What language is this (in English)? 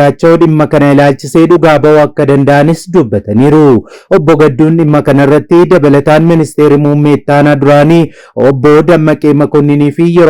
Oromo